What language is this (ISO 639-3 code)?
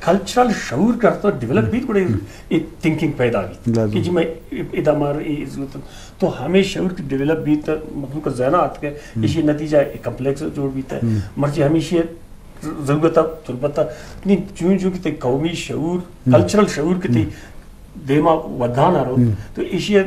bgp